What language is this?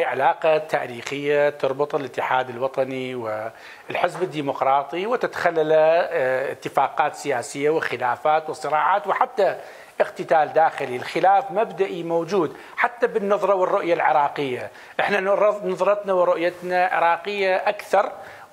Mesopotamian Arabic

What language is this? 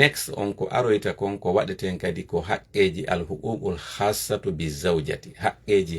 Fula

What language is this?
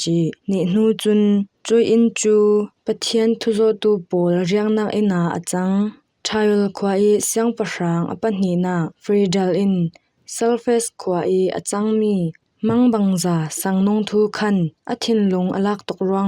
Falam Chin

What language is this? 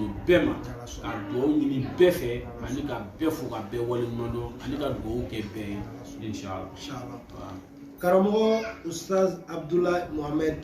Bambara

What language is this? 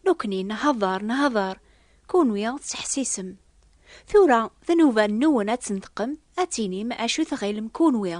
Kabyle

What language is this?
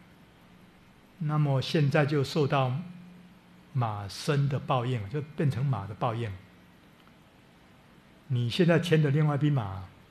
Chinese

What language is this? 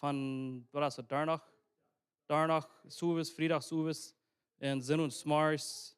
Plautdietsch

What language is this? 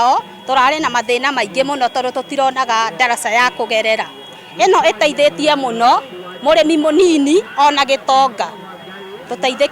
Kikuyu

